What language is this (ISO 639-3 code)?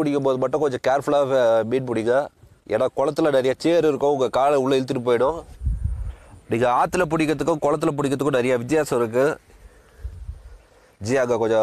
tam